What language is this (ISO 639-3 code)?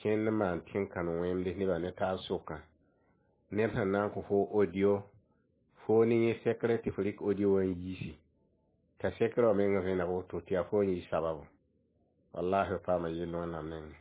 mos